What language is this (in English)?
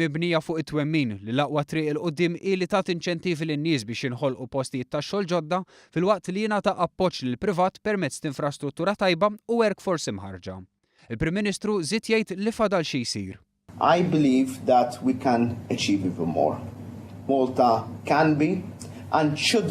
Maltese